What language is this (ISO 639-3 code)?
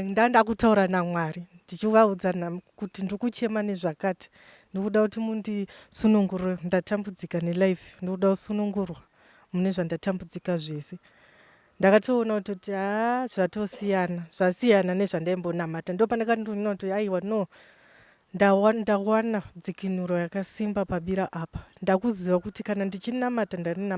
sna